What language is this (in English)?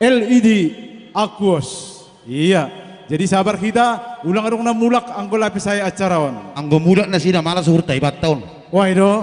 Batak Simalungun